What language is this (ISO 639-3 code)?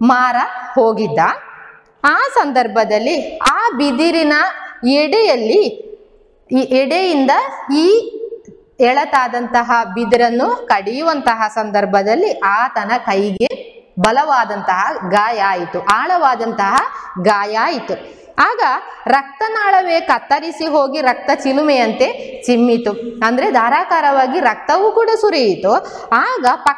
kan